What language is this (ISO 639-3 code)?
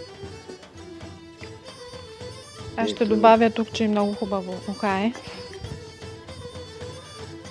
bul